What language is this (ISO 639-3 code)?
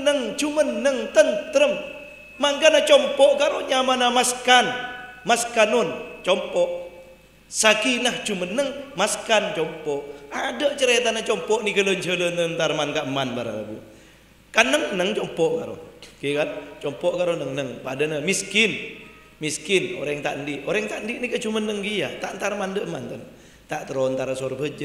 mad